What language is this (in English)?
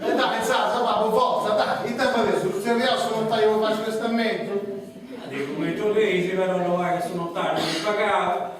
Sardinian